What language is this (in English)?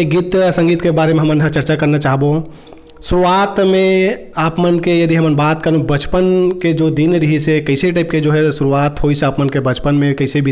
Chhattisgarhi